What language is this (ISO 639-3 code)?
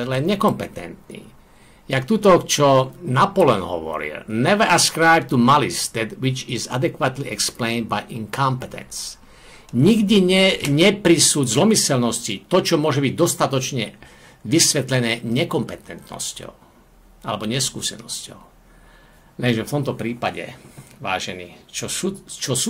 slk